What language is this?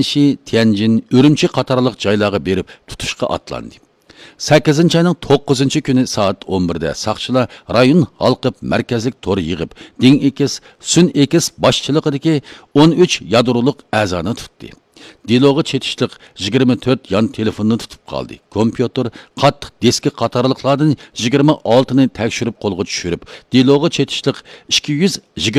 Uyghur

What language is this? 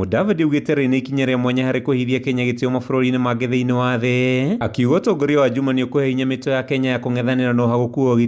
Kikuyu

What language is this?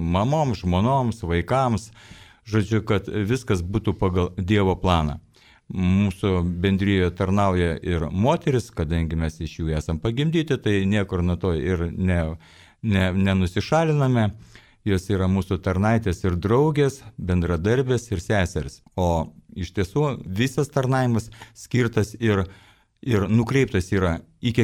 Lithuanian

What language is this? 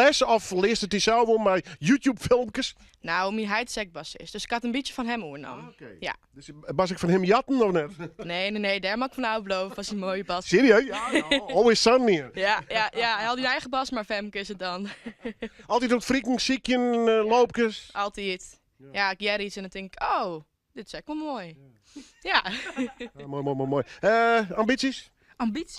Western Frisian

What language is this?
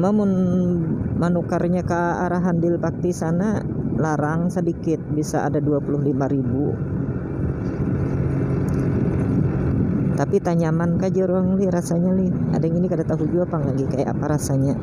Banjar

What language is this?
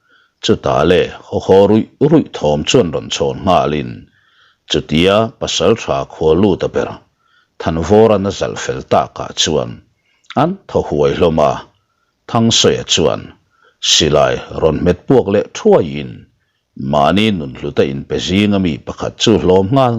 Mizo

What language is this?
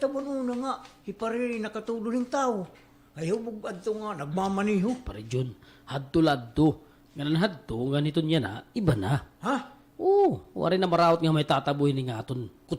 Waray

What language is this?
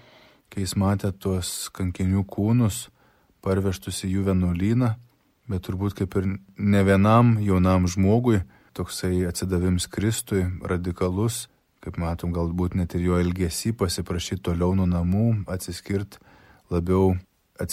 Lithuanian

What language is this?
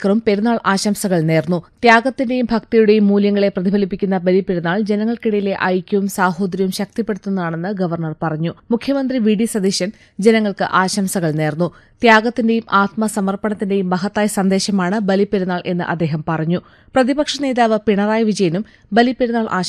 Malayalam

